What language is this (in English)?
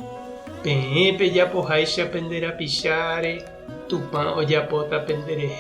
Guarani